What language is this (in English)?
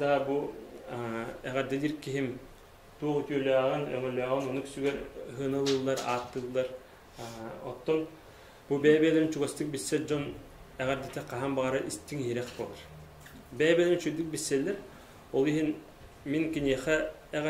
Yakut